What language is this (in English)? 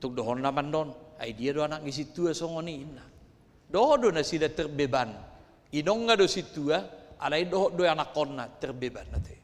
Batak Toba